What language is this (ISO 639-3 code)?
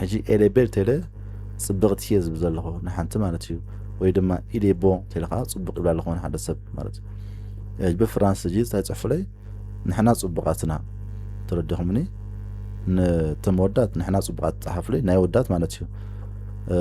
tir